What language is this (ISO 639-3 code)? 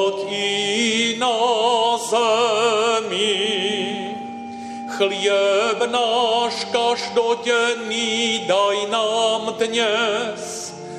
slk